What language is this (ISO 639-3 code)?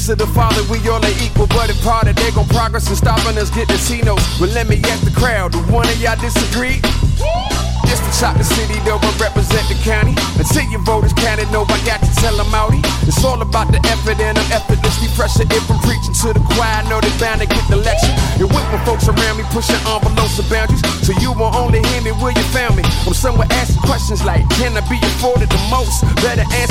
eng